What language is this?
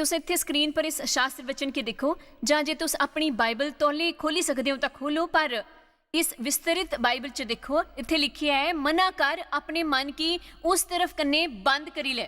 Dogri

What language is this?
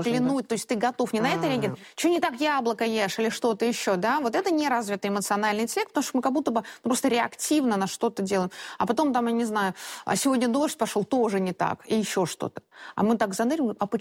Russian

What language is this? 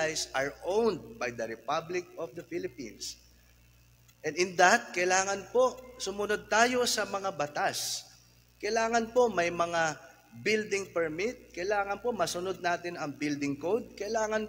Filipino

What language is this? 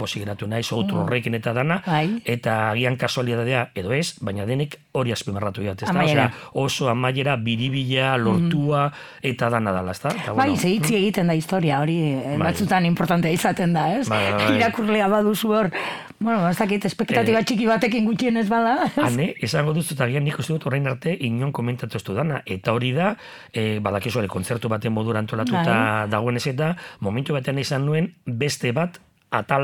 Basque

